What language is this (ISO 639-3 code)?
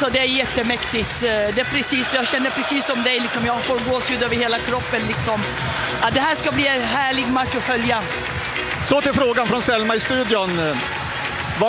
swe